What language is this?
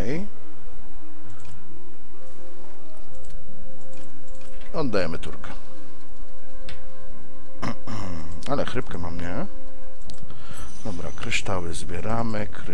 Polish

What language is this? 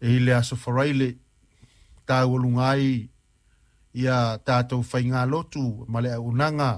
Samoan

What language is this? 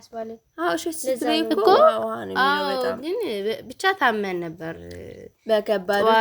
Amharic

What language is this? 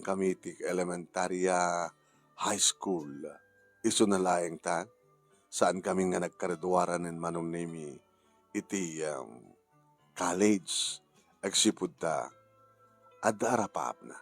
Iloko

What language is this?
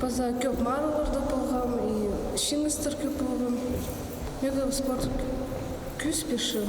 Khakas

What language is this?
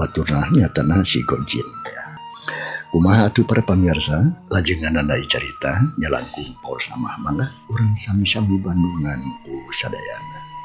Sundanese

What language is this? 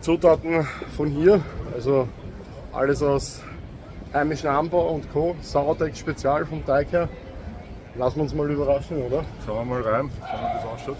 Bavarian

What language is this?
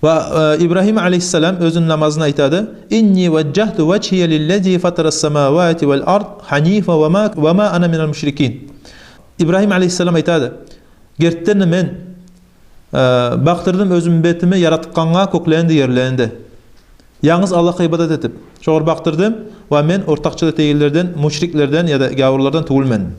Kumyk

